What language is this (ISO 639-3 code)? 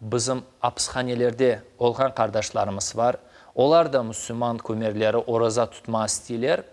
crh